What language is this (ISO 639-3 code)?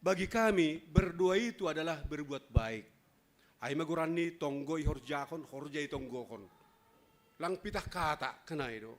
bts